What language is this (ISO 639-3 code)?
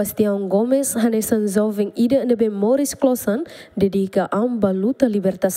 tet